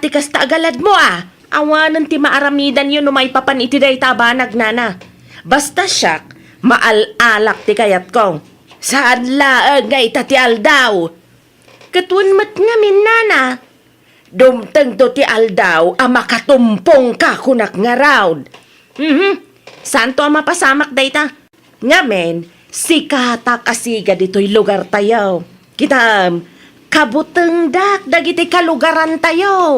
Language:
Iloko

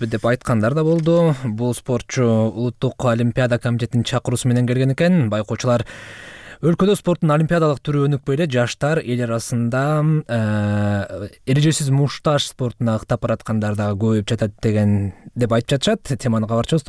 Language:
Kyrgyz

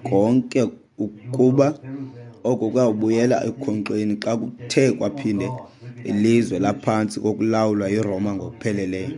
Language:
Xhosa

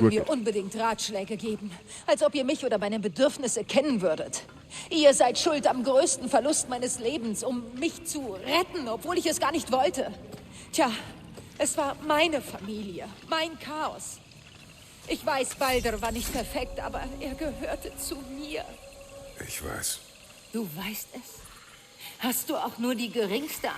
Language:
Bavarian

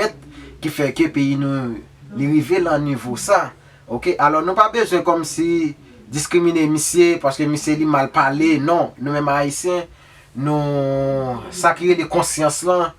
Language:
Haitian Creole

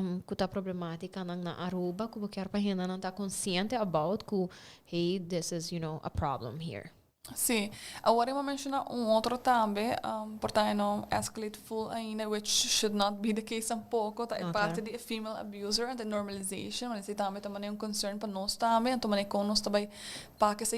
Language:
Papiamento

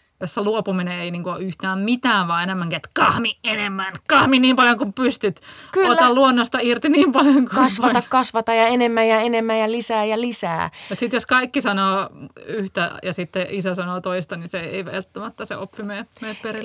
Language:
Finnish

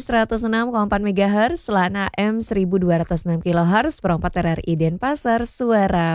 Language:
Balinese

